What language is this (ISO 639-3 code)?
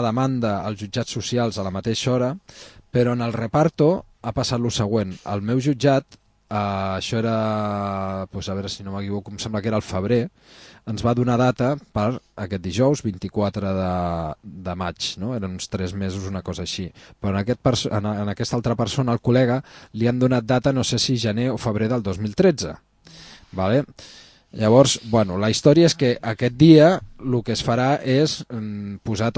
cat